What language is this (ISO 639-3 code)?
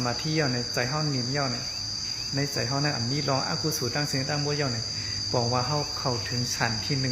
shn